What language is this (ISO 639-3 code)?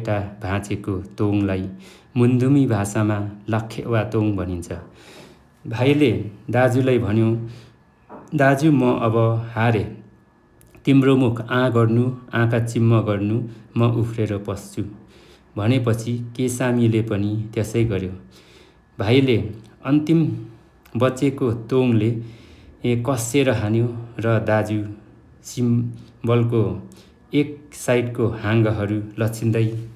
nep